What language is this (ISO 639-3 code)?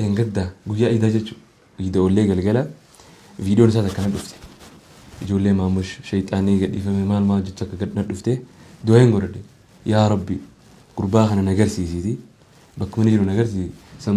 orm